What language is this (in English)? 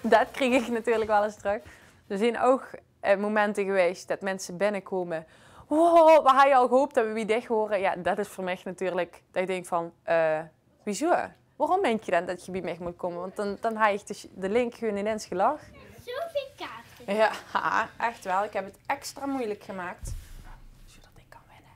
Limburgish